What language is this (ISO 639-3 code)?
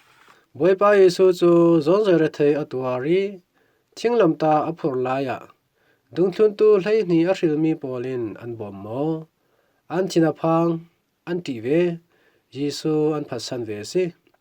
cfm